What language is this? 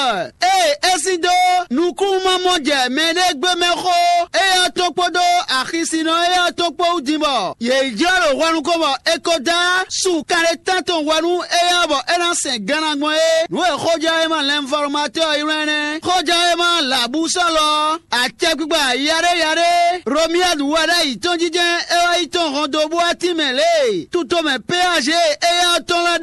Fon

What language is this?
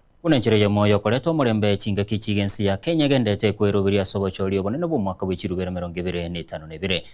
Gusii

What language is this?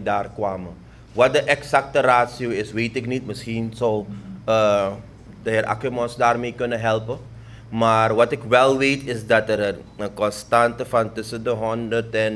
Dutch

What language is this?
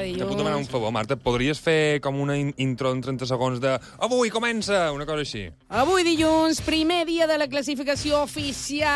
Catalan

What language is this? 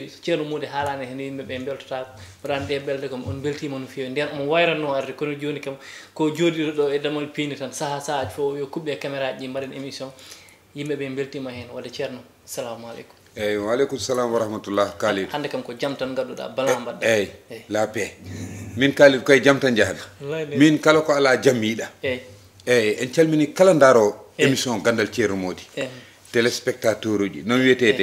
Fula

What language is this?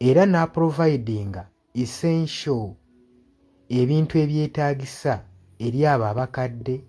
Ganda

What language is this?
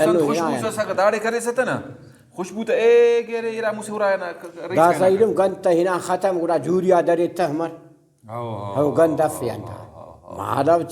Brahui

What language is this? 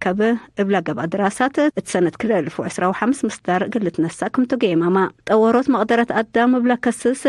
Tigre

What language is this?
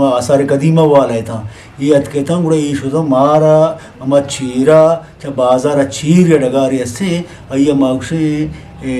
Eastern Balochi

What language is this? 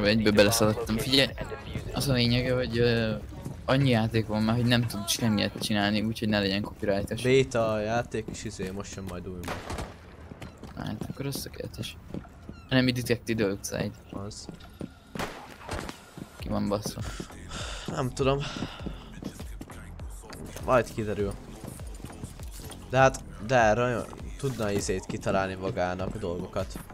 Hungarian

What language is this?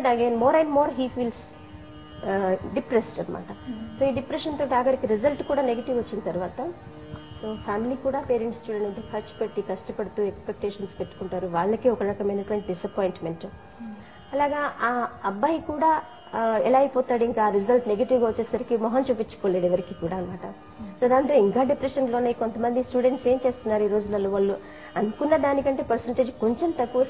Telugu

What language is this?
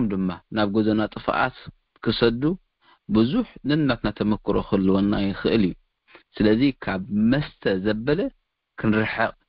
Tigrinya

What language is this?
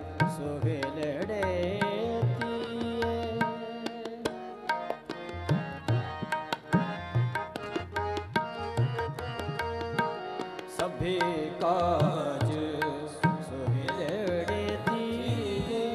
Punjabi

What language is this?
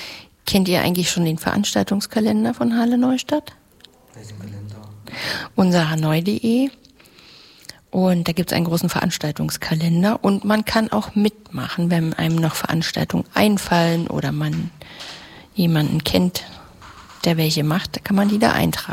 German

